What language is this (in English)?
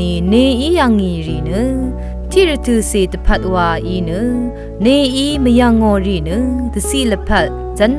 Rawang